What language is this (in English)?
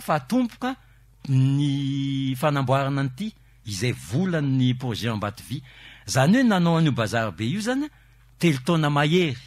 Malagasy